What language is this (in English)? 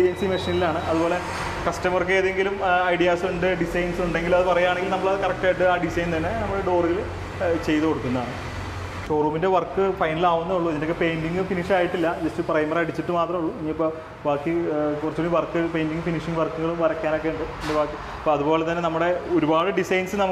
Malayalam